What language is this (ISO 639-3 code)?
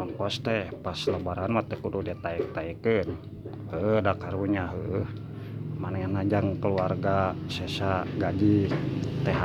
sun